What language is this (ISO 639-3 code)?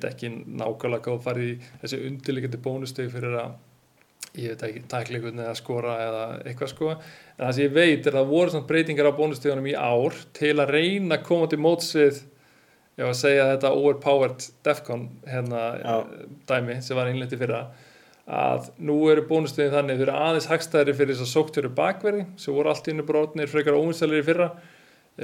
isl